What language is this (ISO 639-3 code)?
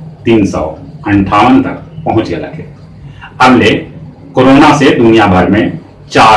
mag